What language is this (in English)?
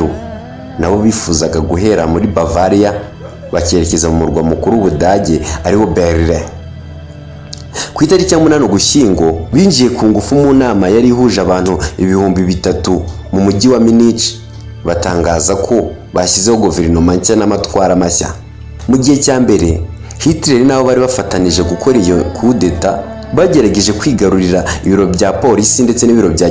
Kinyarwanda